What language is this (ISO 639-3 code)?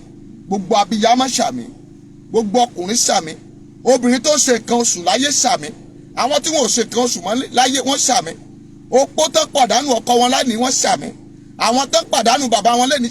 yor